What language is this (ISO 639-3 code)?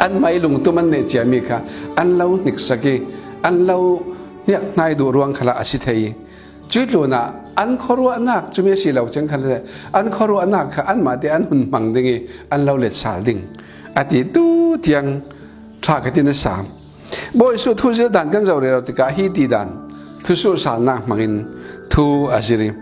cfm